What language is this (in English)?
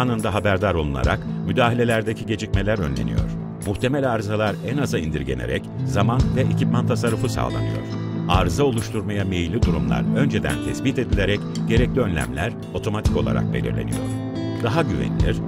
Turkish